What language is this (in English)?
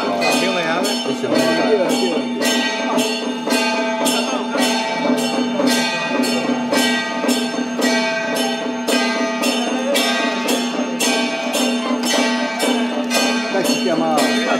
Chinese